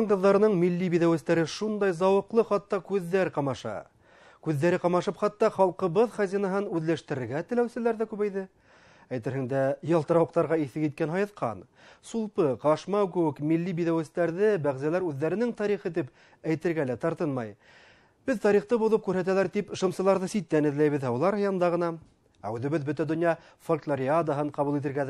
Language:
Bashkir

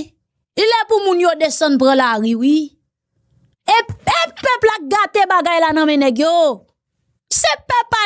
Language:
Haitian Creole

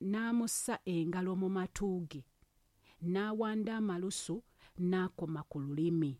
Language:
Ganda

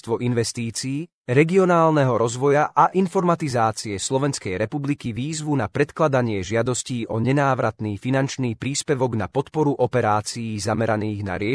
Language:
Slovak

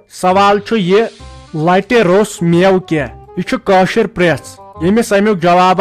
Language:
Kashmiri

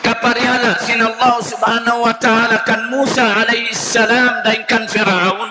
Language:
Tausug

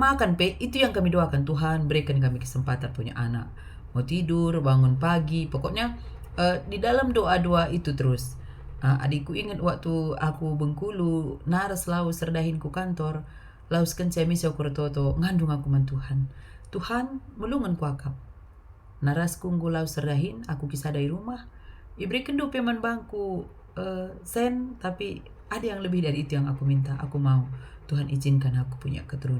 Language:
Batak Karo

